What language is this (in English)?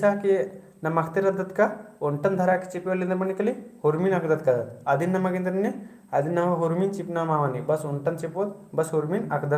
Kurukh